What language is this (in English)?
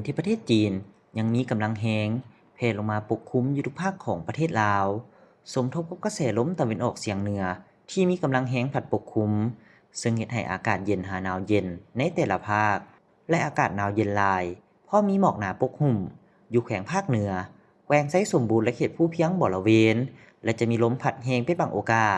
Lao